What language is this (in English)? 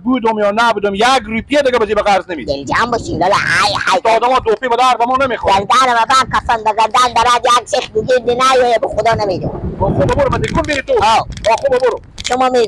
Persian